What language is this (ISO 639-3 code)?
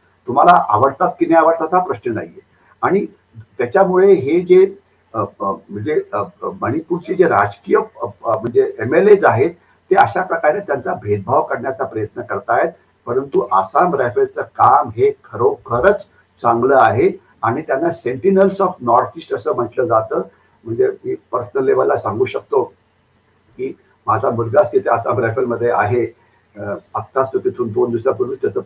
mar